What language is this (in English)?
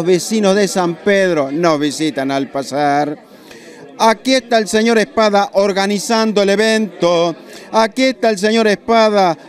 Spanish